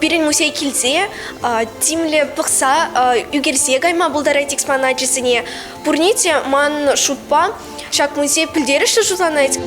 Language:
Chuvash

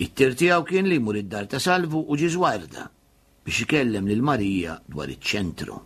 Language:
Maltese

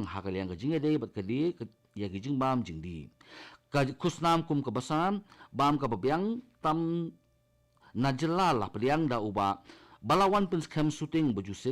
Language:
Khasi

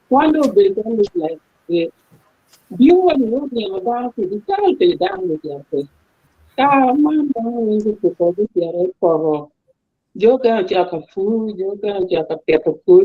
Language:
Acoli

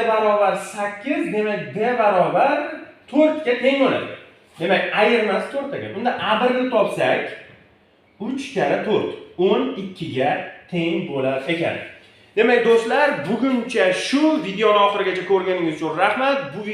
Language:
Uzbek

